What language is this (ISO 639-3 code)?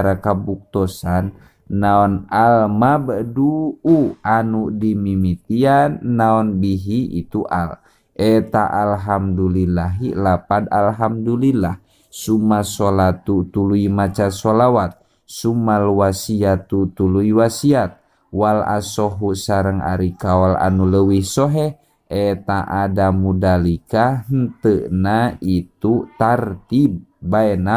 sun